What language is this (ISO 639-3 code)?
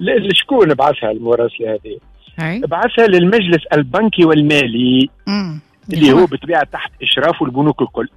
aeb